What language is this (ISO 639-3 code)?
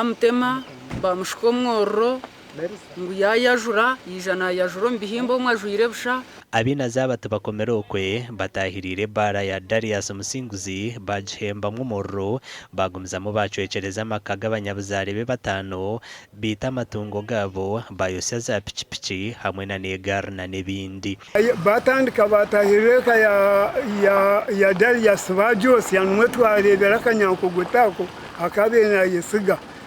nyn